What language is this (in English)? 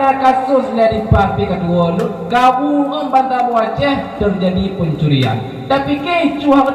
Achinese